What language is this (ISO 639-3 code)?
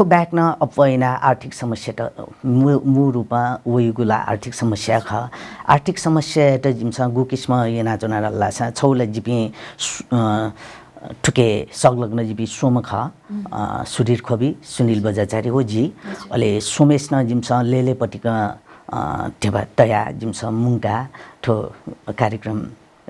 new